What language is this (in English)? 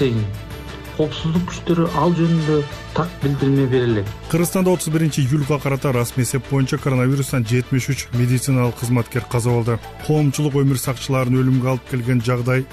Kyrgyz